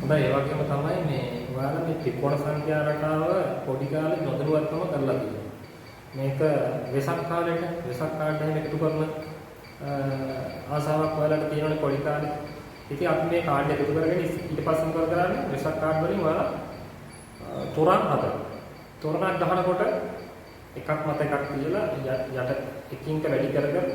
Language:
Sinhala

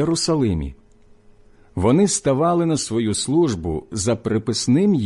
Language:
Ukrainian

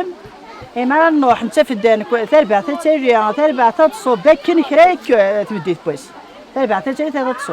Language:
Kabyle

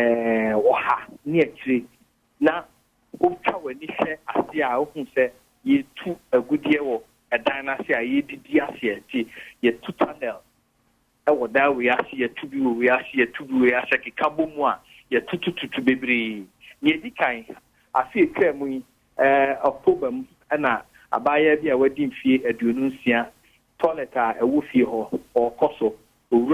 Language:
Akan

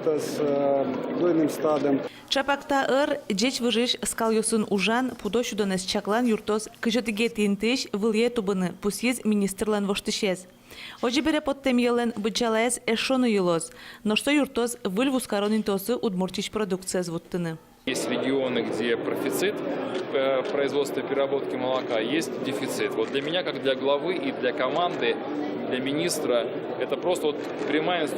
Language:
Udmurt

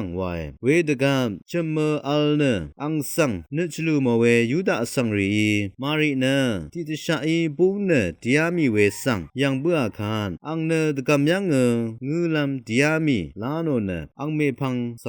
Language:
Rawang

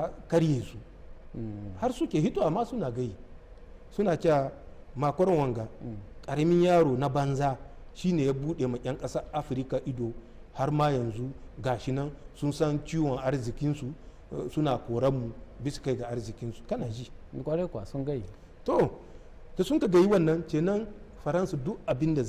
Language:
Hausa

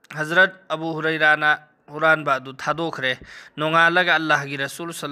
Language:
Manipuri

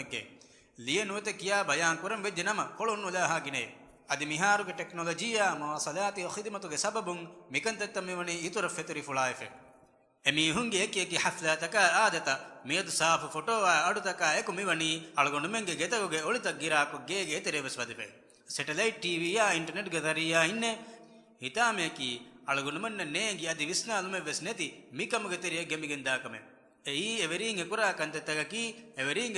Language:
Divehi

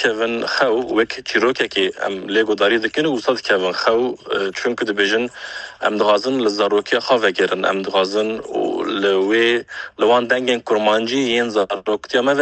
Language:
Kurdish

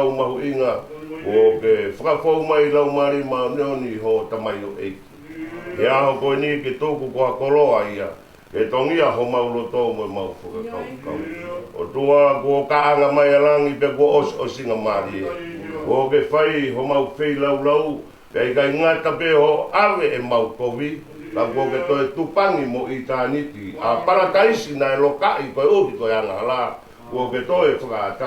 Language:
Tongan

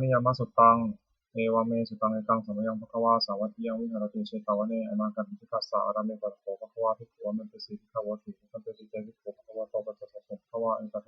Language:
Pali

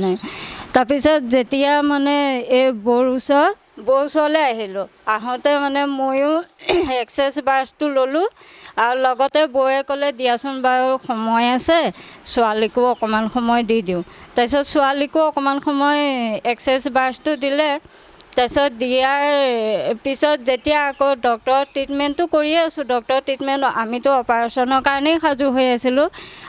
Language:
Assamese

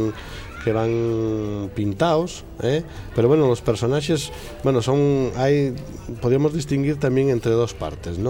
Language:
Asturian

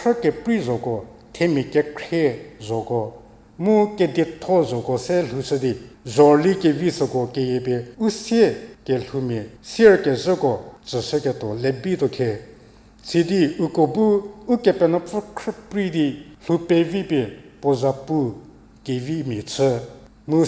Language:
Angami Naga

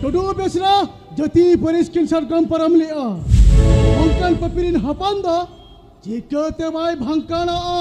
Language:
Santali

